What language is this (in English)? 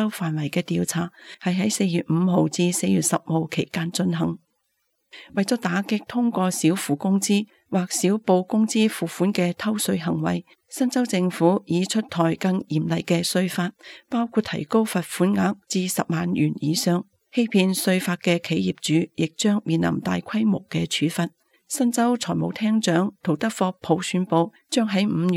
Cantonese